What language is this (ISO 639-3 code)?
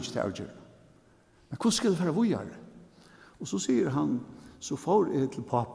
fao